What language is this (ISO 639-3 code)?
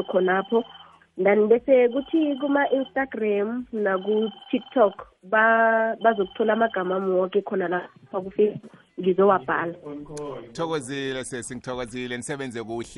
nbl